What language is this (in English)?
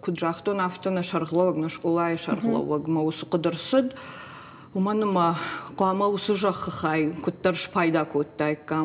Ossetic